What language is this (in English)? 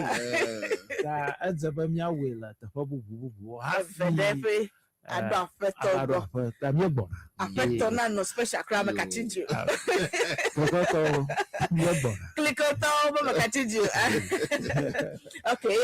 Ewe